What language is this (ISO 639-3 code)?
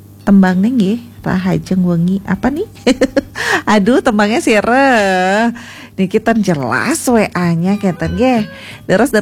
ban